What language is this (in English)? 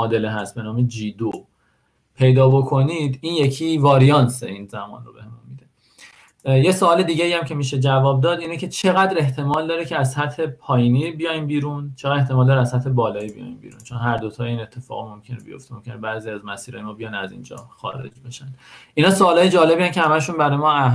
Persian